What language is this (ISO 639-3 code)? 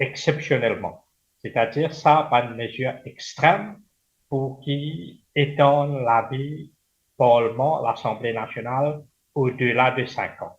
mfe